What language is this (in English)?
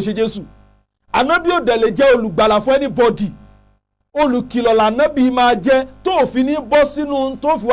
Yoruba